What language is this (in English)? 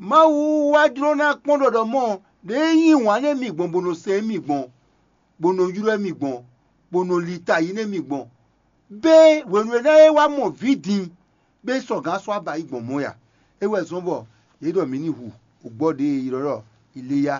Fon